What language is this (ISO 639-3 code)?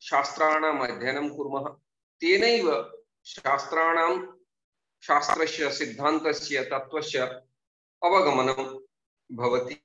san